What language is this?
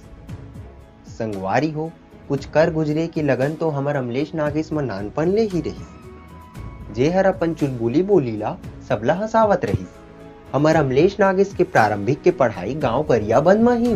Chhattisgarhi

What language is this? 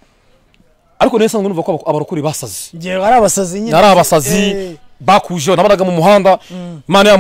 Kinyarwanda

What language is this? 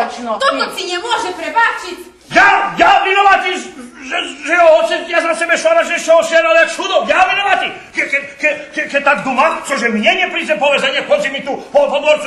Rusyn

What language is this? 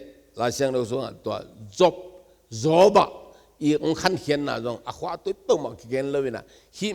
Tedim Chin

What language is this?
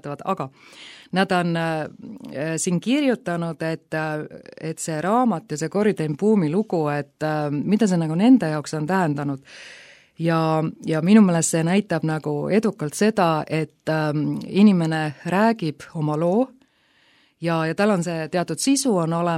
Estonian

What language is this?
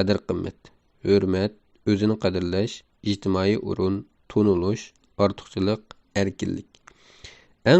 Uyghur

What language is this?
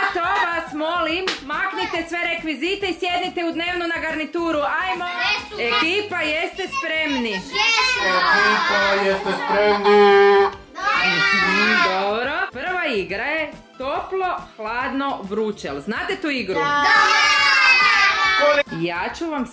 Croatian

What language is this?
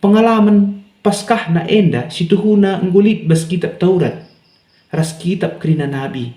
Batak Karo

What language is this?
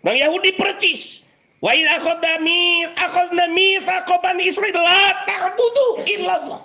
Sundanese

